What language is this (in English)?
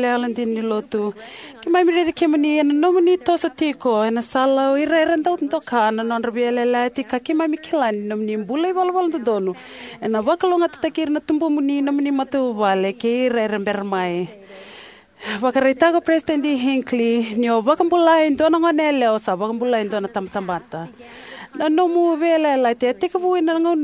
Fijian